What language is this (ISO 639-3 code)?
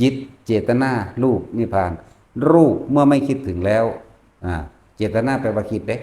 tts